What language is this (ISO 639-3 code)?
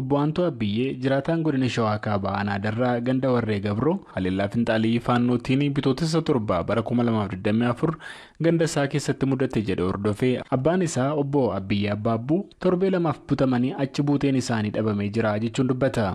orm